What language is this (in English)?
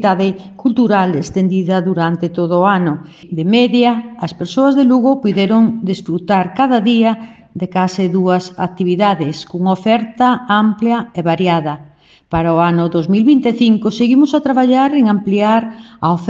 Galician